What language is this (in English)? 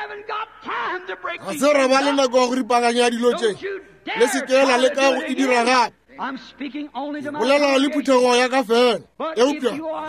Northern Sotho